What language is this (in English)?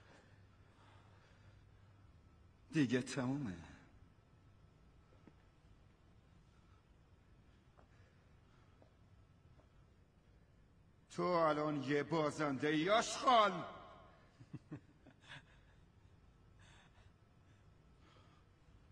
Persian